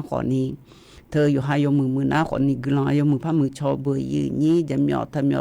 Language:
Akha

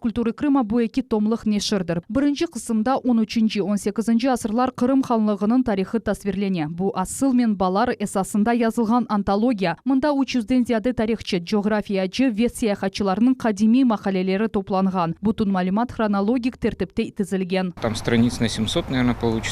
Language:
Crimean Tatar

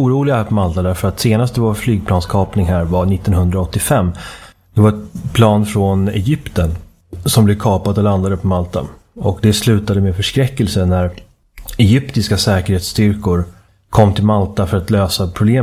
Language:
Swedish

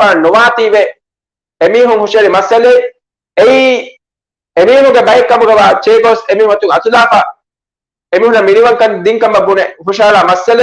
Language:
Divehi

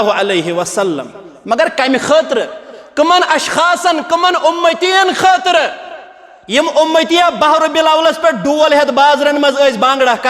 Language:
Kashmiri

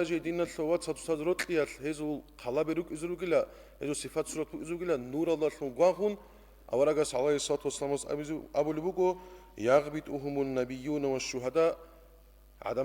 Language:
Avaric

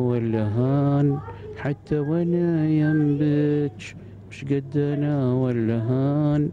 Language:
Gulf Arabic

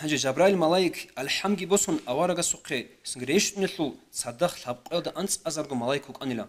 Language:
Avaric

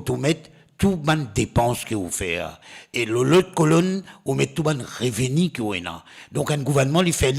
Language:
Morisyen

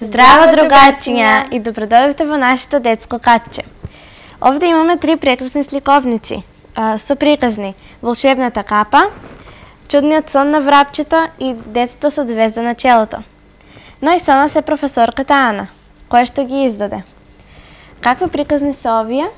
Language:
Macedonian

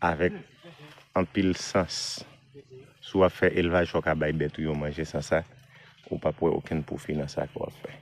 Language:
Haitian Creole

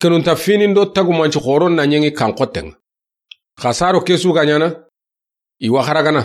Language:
Soninke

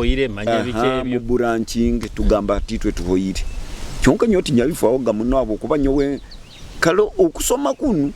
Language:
Nyoro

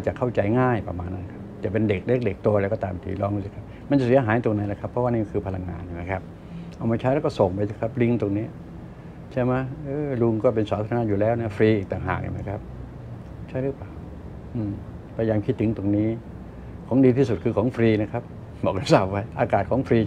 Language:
Thai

